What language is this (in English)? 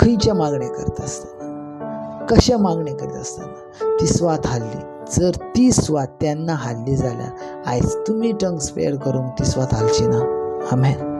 Konkani